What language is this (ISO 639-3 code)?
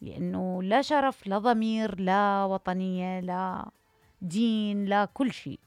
acm